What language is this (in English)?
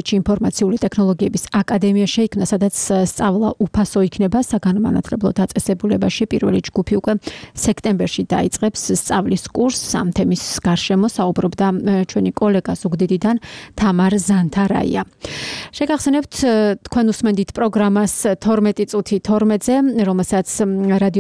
Georgian